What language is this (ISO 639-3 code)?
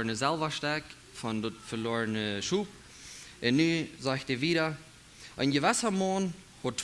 pdt